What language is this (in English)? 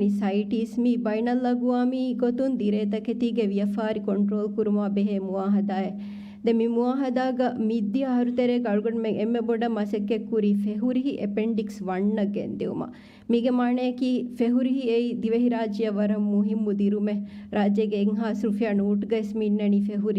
Divehi